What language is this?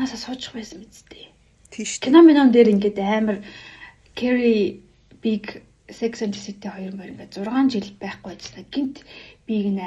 Mongolian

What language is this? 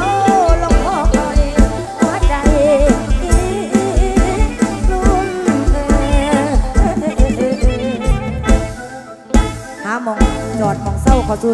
Thai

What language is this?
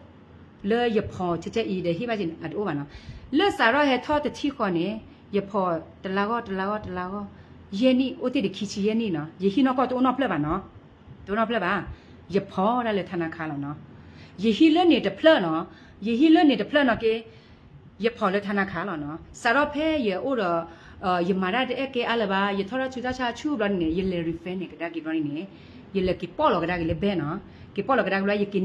S'gaw Karen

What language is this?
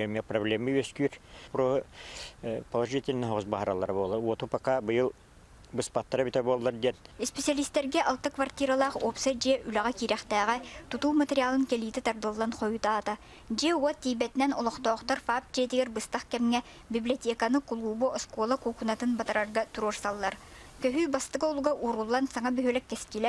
Yakut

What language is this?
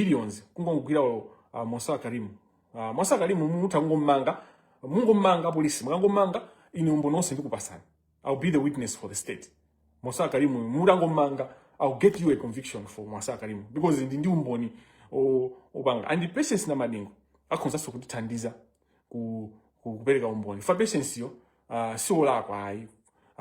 Nyanja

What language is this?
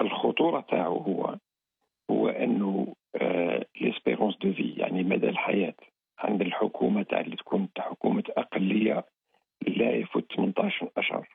Algerian Arabic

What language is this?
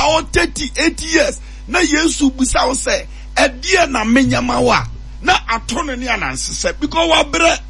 Akan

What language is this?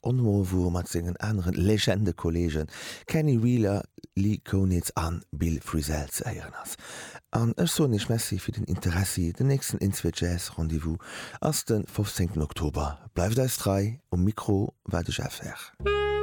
Luxembourgish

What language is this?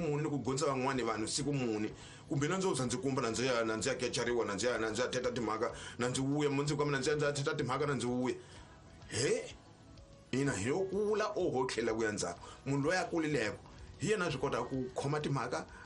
Tsonga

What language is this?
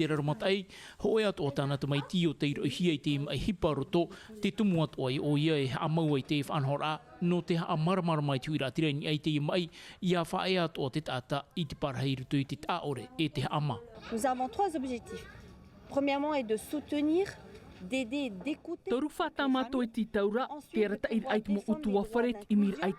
Tahitian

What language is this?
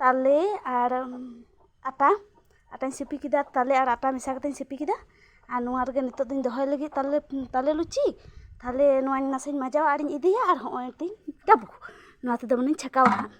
Santali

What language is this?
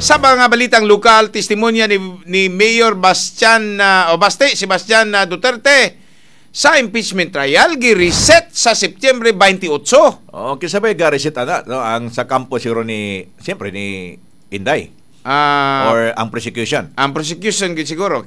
Cebuano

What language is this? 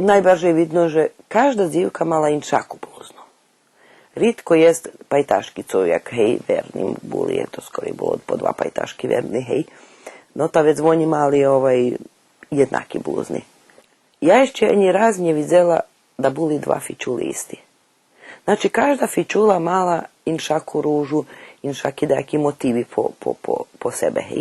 Rusyn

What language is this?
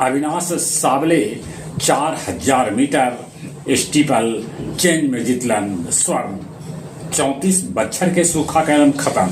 Magahi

